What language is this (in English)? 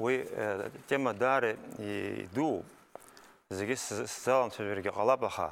Abkhazian